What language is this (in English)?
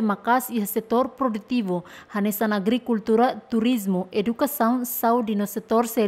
Tetum